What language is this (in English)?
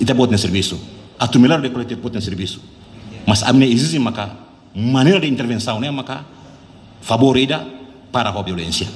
Tetum